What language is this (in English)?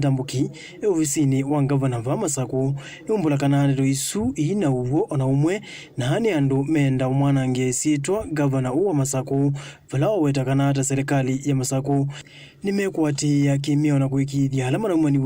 Kamba